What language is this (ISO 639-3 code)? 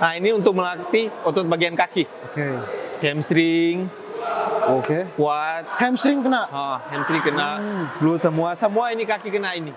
xmm